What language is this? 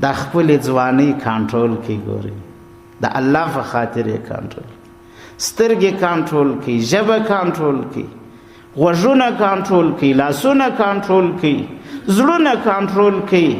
Pashto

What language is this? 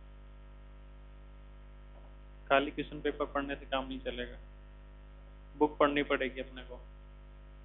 Hindi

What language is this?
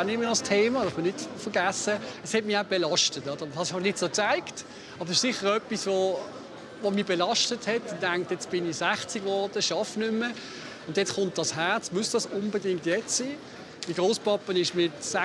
Swiss German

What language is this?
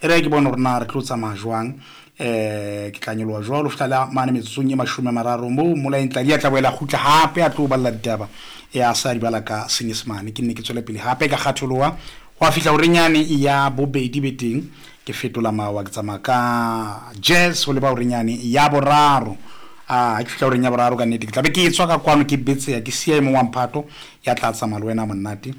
Southern Sotho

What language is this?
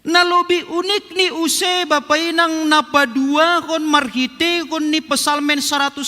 Batak Simalungun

